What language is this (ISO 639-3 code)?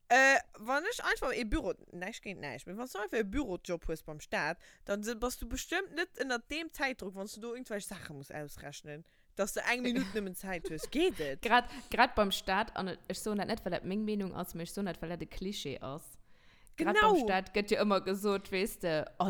ltz